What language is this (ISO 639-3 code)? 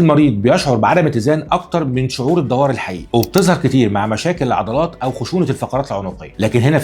arz